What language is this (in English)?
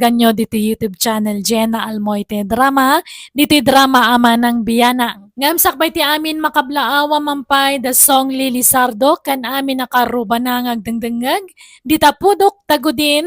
Iloko